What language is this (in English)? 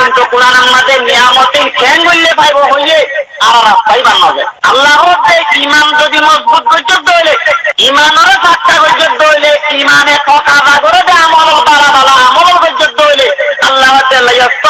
Rohingya